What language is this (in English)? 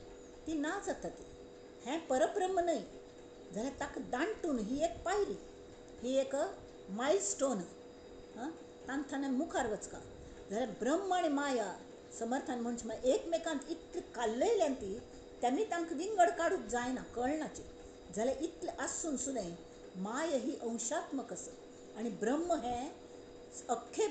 Konkani